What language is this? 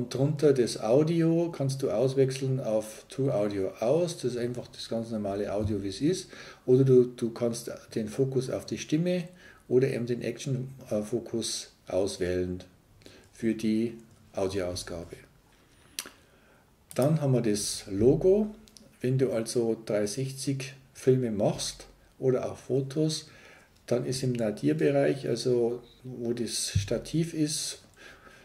German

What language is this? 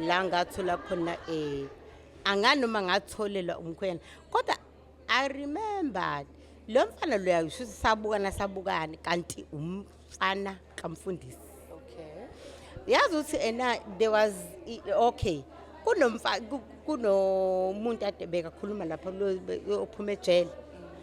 Zulu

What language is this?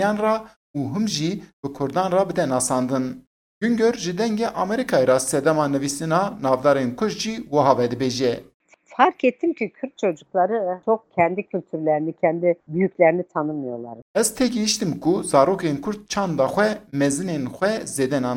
Kurdish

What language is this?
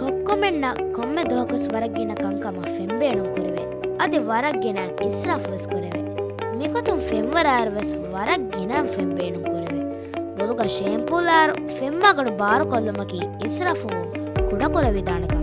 Divehi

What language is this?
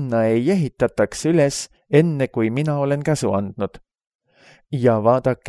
Estonian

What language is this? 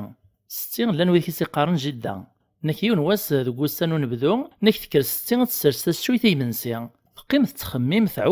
Kabyle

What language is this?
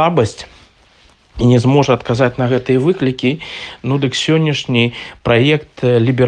Belarusian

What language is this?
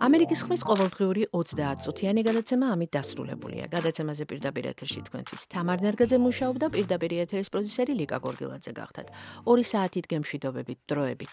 Georgian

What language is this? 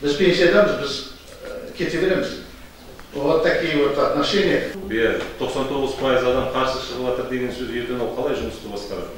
Kazakh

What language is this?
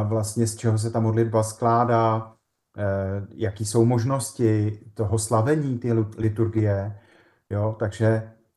Czech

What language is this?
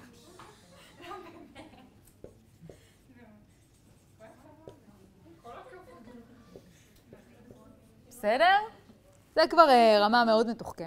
Hebrew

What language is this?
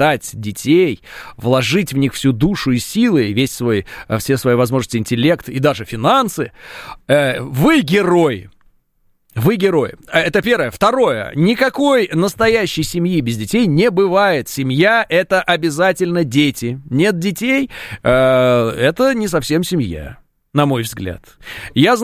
Russian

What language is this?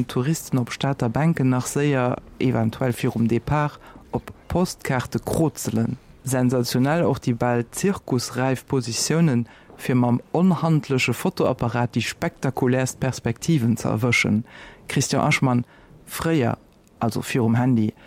Luxembourgish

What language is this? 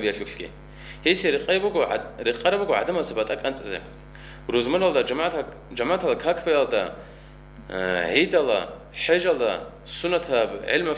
Avaric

